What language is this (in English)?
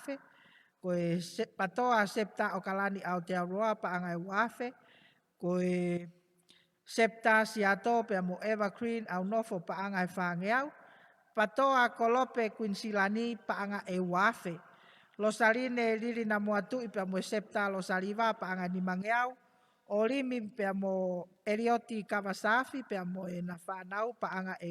Tongan